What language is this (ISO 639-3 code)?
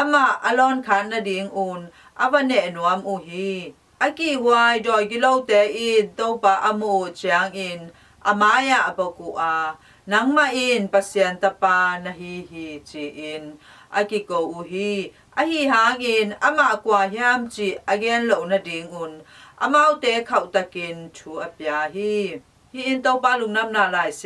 ctd